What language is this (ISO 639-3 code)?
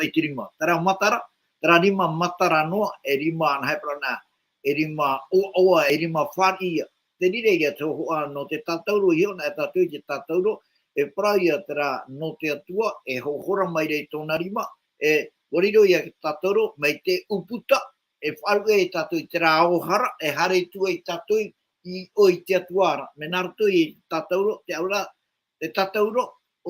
tah